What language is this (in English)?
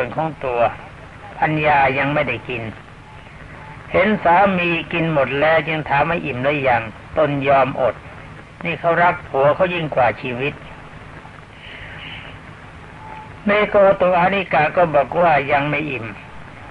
Thai